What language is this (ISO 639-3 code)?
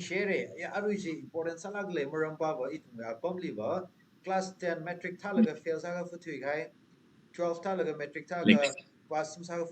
nmf